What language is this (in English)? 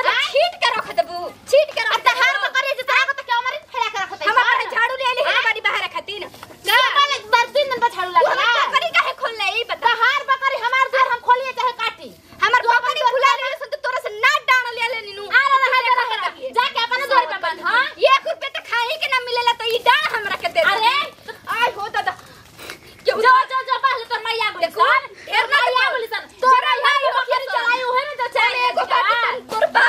Bhojpuri